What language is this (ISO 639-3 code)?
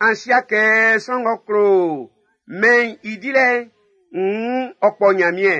bci